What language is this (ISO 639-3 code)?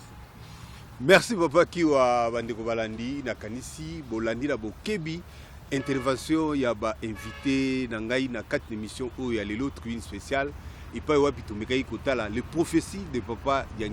lin